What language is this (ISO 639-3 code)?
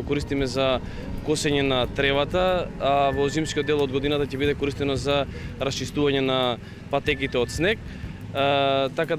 mkd